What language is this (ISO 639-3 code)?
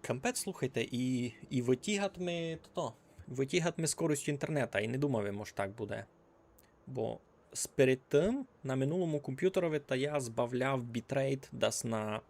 rue